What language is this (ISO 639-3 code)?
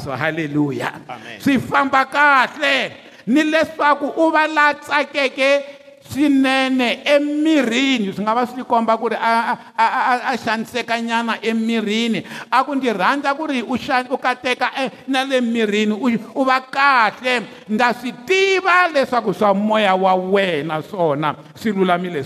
tso